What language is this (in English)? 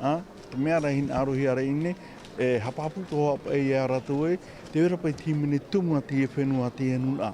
Tahitian